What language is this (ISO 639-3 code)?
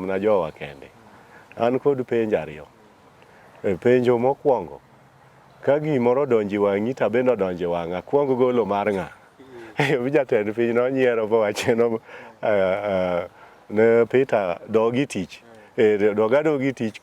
luo